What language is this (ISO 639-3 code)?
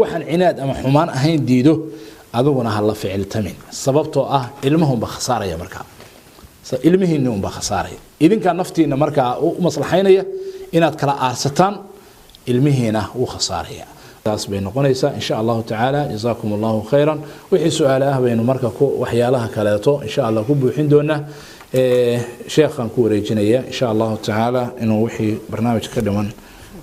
som